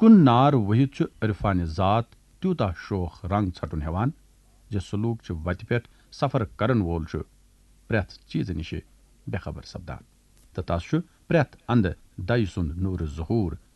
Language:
Kashmiri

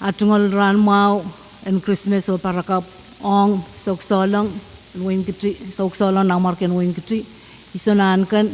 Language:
Pohnpeian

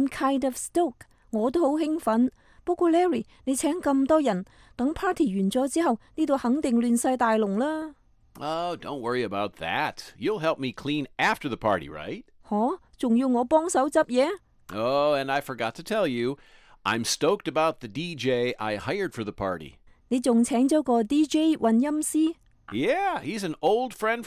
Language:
Cantonese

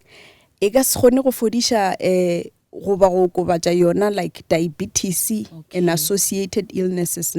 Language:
Northern Sotho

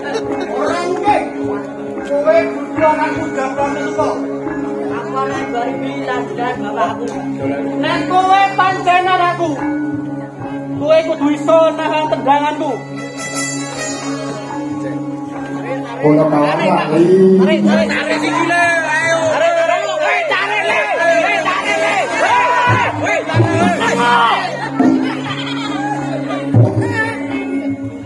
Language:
Javanese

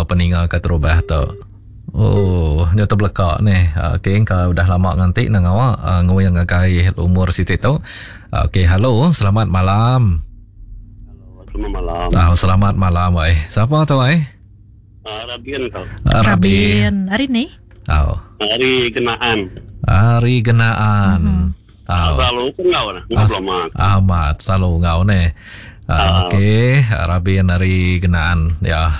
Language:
Iban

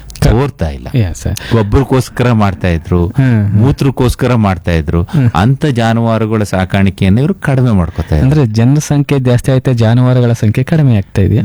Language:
Kannada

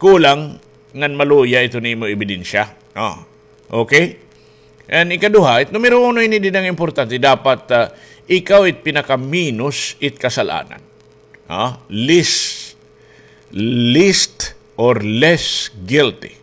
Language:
Waray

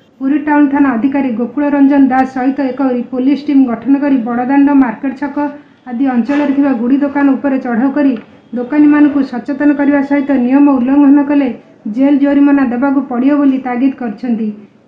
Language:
Odia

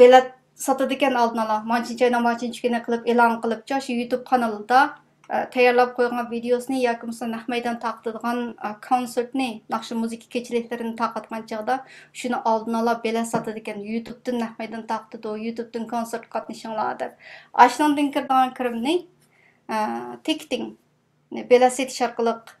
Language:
Uyghur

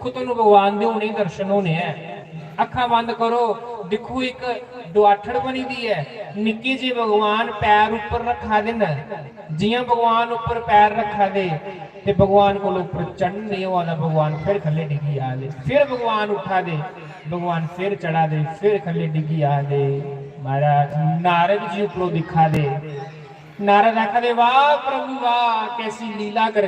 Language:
Dogri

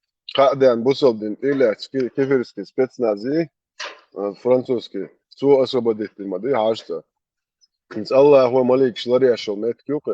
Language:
Chechen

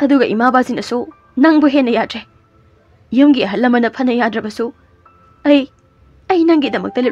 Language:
Manipuri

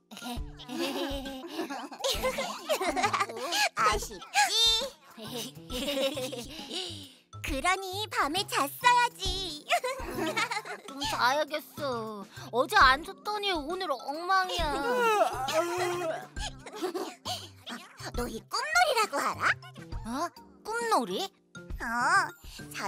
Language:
Korean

